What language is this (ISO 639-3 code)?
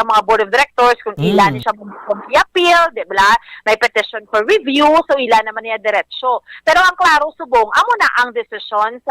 hil